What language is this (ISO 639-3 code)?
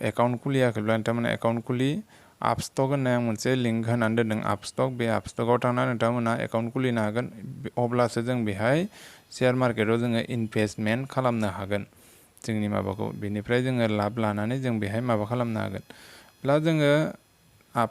brx